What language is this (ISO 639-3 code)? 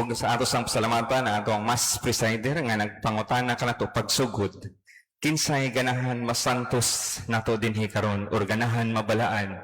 ceb